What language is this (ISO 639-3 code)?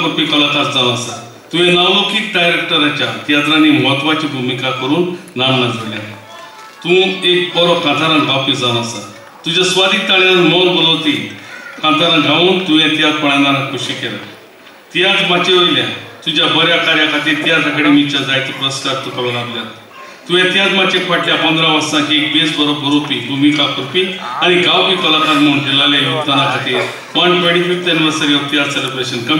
kok